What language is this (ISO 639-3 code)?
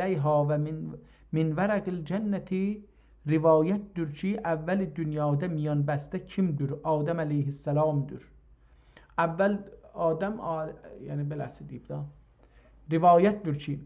azb